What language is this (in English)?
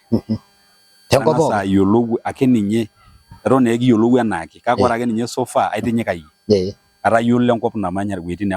Masai